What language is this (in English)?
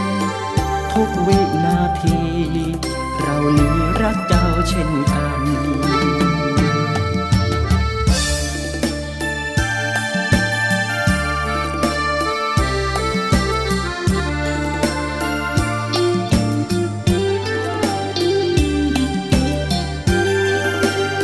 Thai